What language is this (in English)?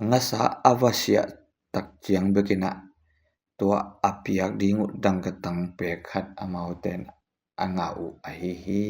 Tedim Chin